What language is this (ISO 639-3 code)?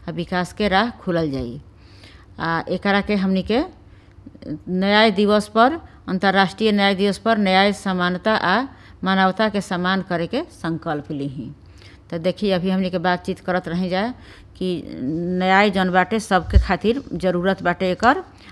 bho